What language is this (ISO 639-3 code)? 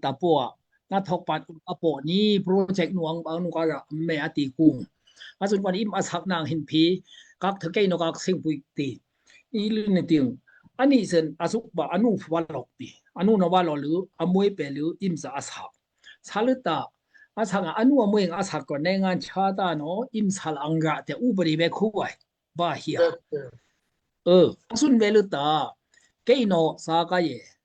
dao